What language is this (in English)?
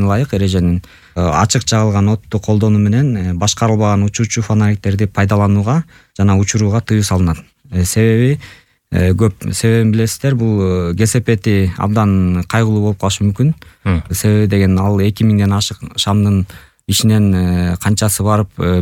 Kyrgyz